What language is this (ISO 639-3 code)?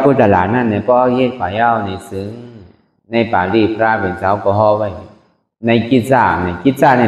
shn